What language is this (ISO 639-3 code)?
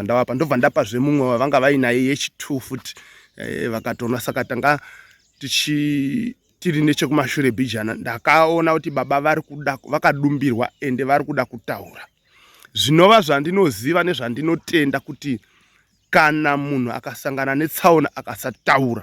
sna